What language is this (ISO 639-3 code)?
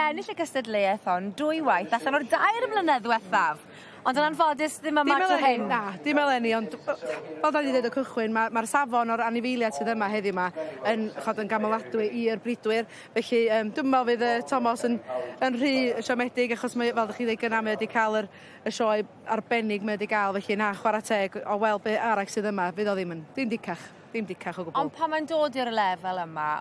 cym